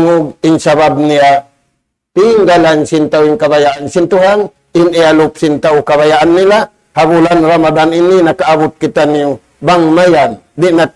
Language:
Tausug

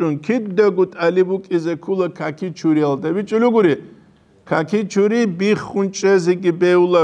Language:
Avaric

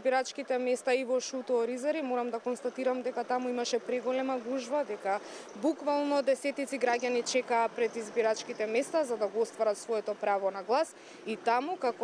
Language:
Macedonian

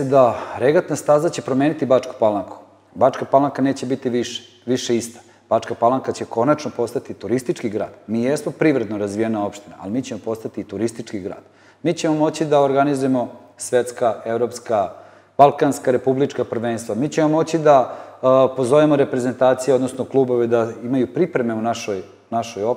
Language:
Serbian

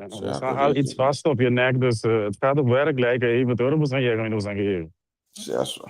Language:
Papiamento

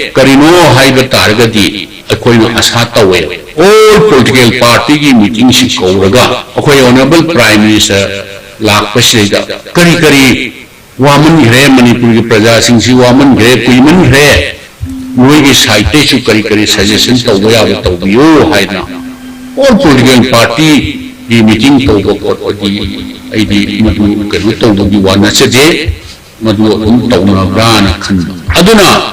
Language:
Manipuri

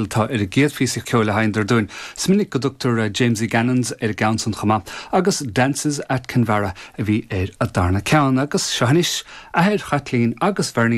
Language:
Irish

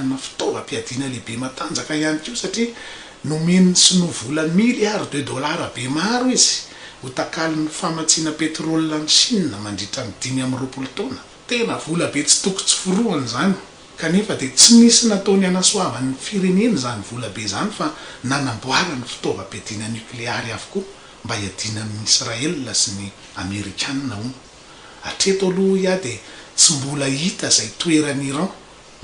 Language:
Malagasy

